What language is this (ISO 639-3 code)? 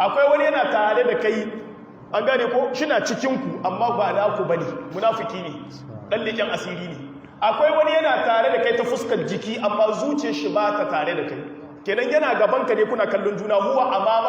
hau